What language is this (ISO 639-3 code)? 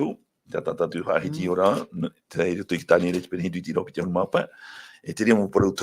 tah